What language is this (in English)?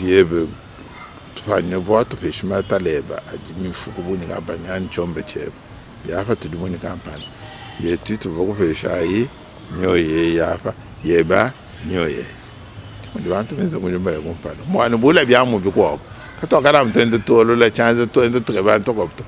Luba-Lulua